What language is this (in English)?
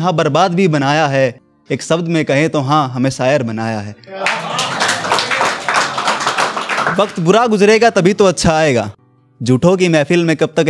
Hindi